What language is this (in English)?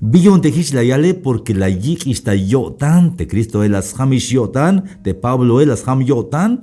Tzeltal